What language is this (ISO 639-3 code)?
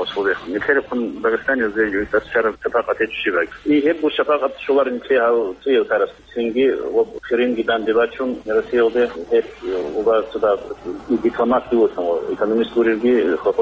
ava